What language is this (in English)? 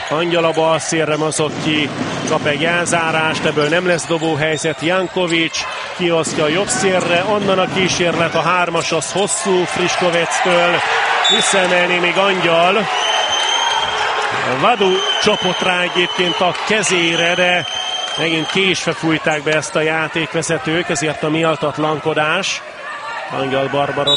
Hungarian